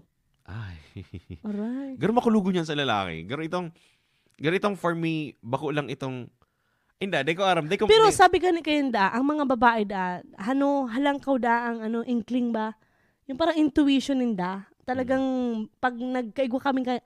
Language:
Bikol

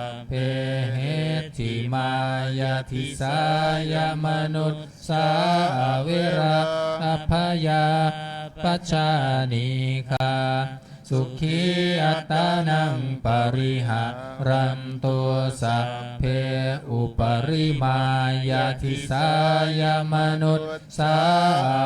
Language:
Pali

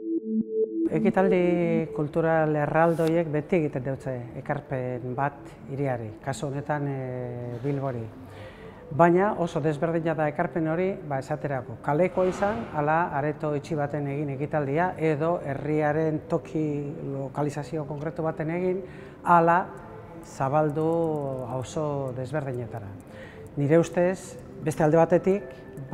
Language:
Basque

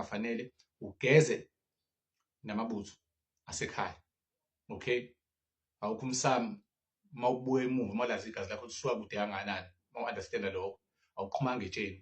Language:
Zulu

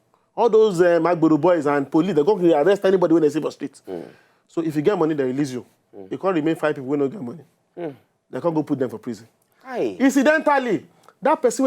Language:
Nigerian Pidgin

